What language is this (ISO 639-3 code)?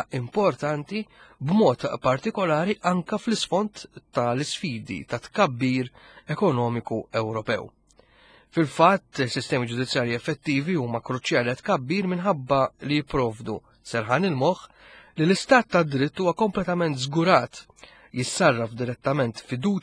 mlt